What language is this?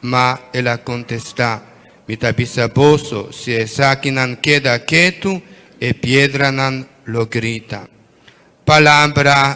Papiamento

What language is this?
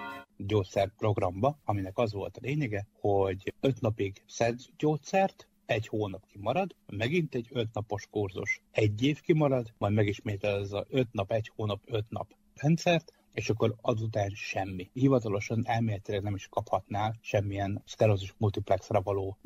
Hungarian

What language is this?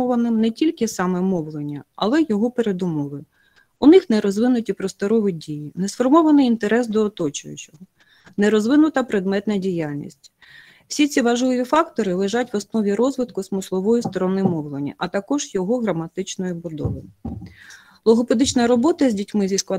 Ukrainian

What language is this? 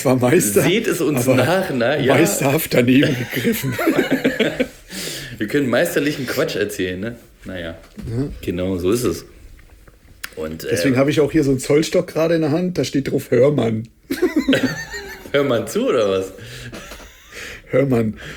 German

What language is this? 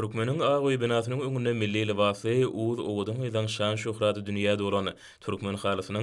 Turkmen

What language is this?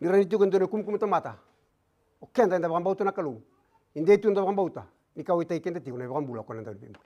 Fijian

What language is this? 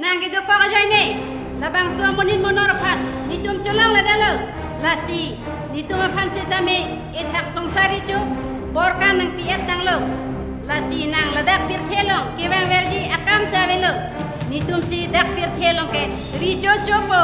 Karbi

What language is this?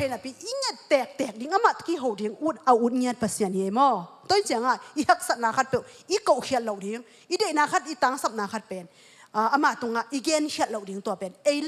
Tedim Chin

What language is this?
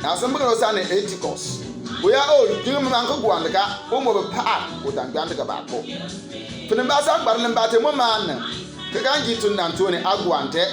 Bimoba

